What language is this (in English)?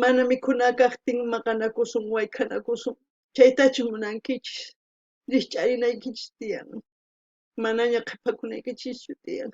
South Bolivian Quechua